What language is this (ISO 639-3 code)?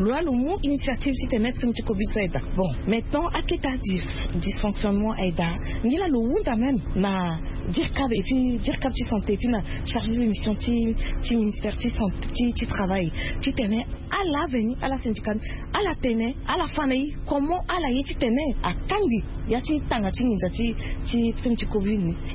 sag